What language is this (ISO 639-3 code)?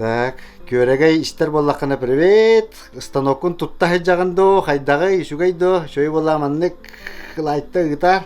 sah